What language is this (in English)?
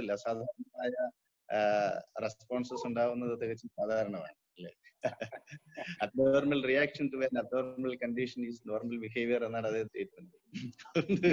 Malayalam